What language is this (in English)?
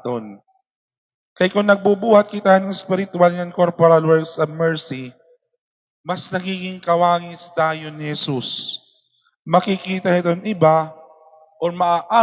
Waray